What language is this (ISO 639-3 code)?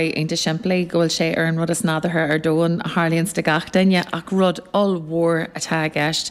gle